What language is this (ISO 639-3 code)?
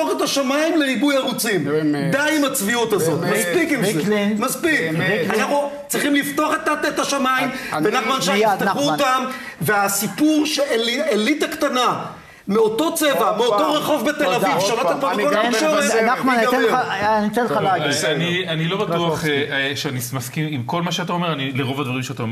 heb